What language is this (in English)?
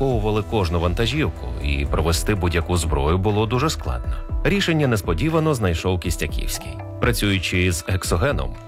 Ukrainian